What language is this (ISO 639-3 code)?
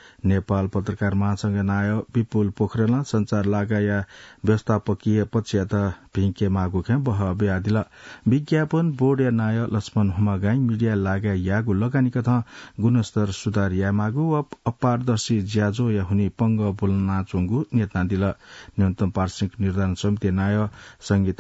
new